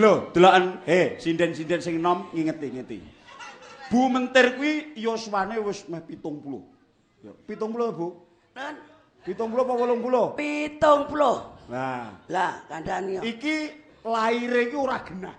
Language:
Javanese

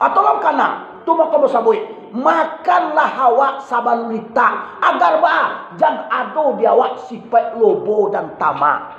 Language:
Minangkabau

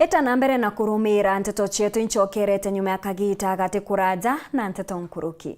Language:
Meru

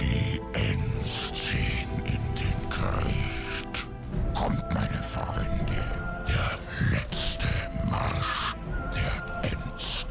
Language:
Bavarian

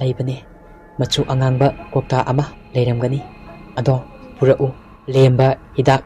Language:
Manipuri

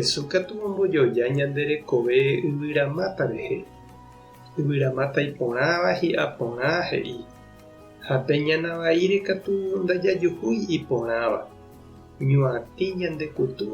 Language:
Guarani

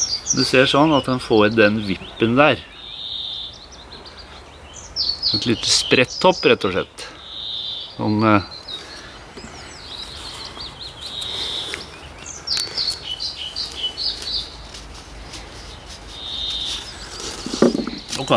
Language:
Norwegian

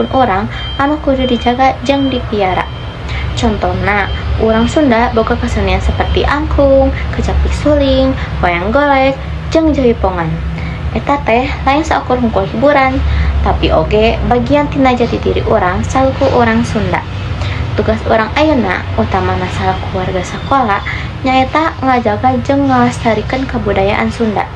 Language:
Sundanese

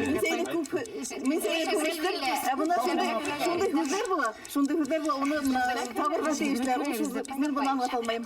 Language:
Bashkir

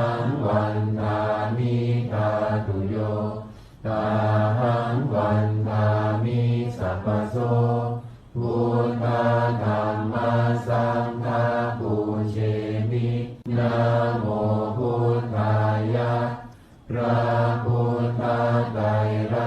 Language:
Pali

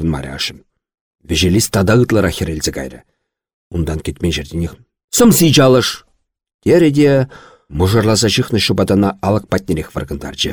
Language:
Chuvash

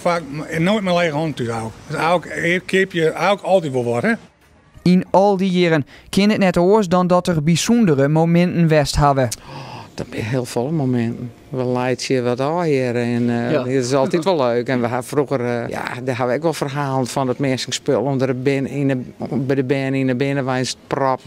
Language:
Western Frisian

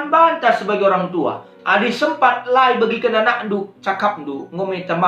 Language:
Batak Karo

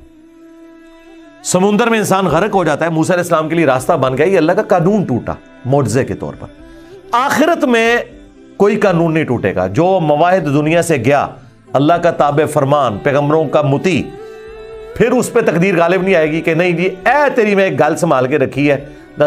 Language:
Urdu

